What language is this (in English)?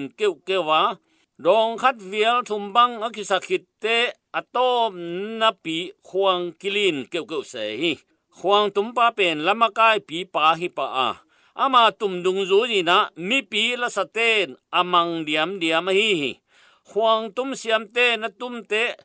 Tedim Chin